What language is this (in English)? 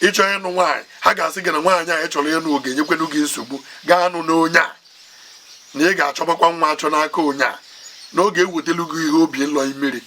Igbo